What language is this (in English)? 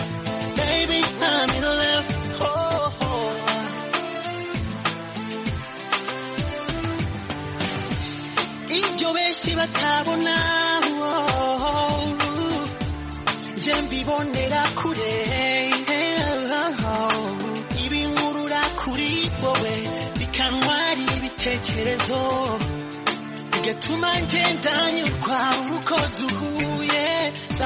Kinyarwanda